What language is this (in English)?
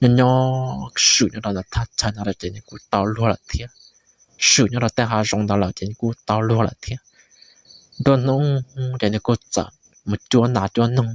Hmong